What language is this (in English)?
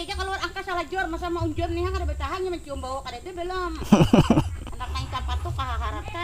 Banjar